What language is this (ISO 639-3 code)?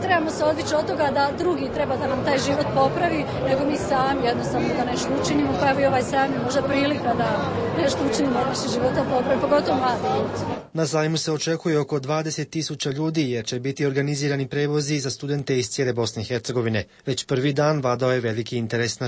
hrv